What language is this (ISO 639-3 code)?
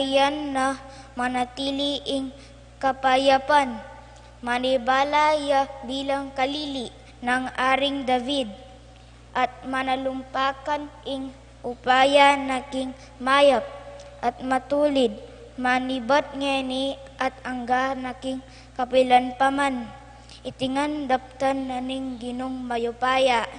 pam